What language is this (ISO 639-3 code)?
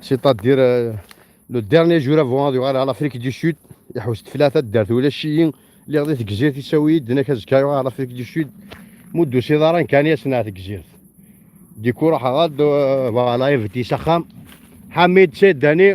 kab